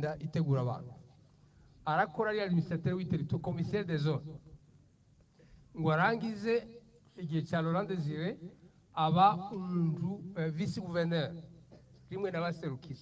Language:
Kinyarwanda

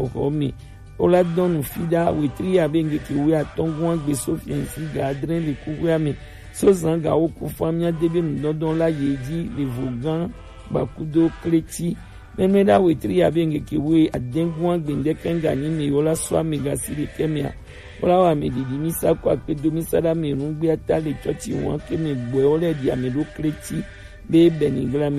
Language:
Gen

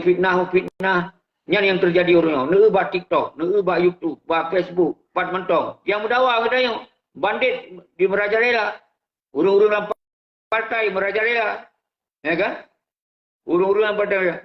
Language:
Achinese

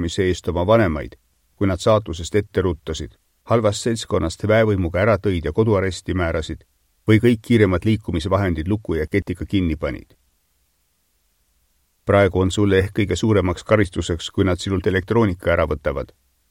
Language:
Estonian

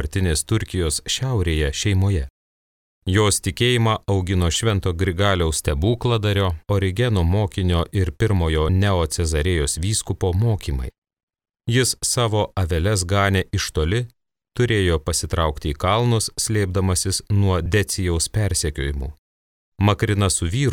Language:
Lithuanian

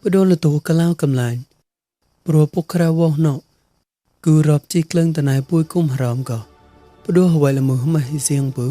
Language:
Mon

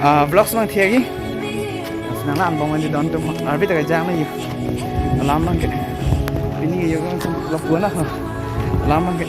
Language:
Karbi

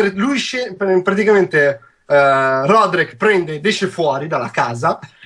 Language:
Italian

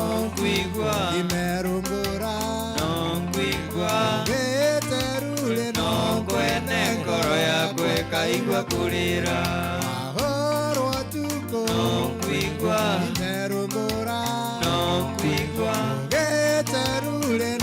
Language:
Meru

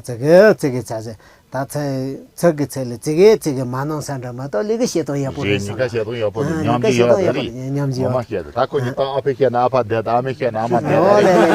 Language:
Tibetan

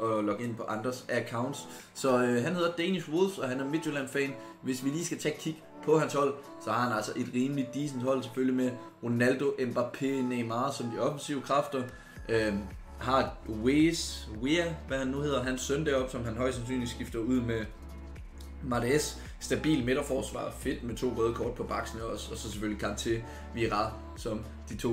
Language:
Danish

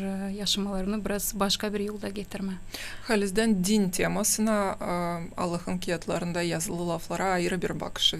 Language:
Gagauz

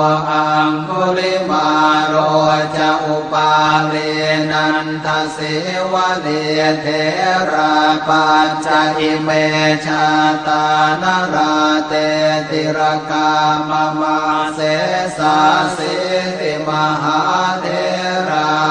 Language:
Pali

